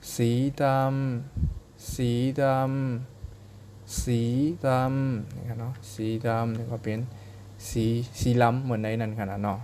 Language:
Shan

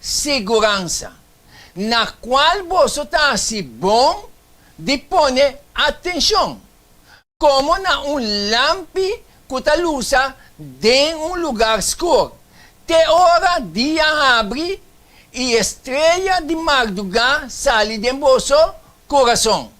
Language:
Papiamento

